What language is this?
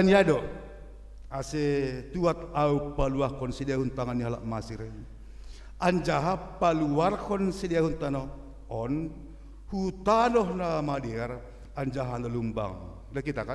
Batak Simalungun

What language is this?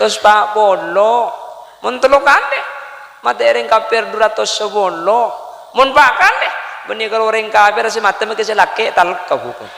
Madurese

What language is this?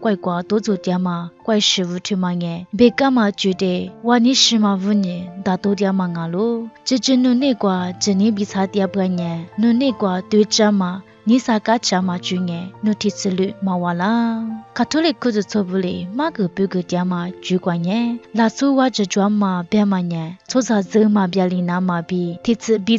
Lisu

